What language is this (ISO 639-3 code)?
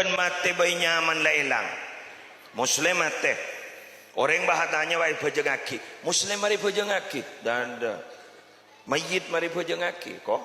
mad